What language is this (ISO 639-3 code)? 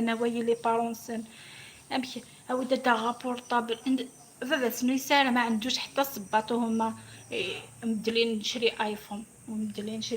arq